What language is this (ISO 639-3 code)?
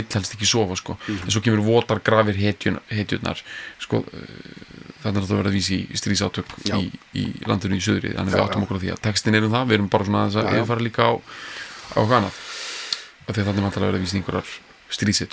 isl